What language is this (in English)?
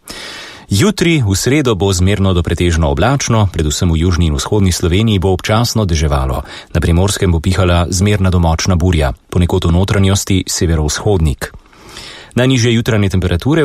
Slovenian